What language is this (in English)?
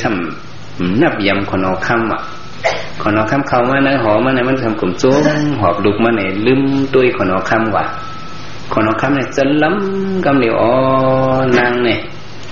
Shan